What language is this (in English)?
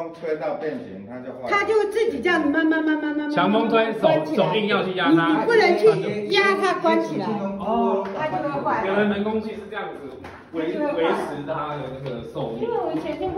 Chinese